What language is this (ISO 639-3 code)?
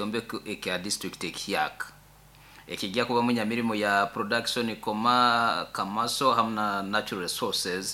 nyo